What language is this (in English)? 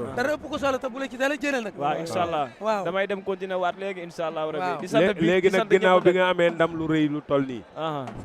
Wolof